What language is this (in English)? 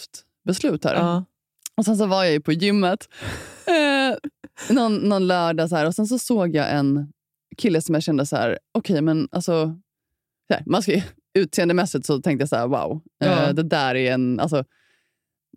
Swedish